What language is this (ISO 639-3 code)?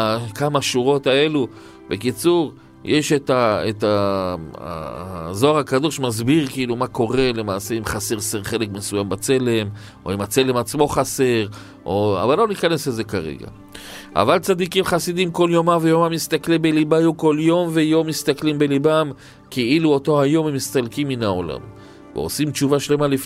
heb